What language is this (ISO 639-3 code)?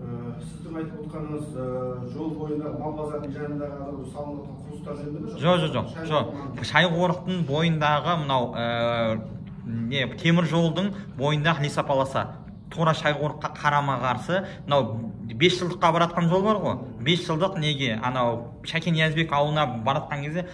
kaz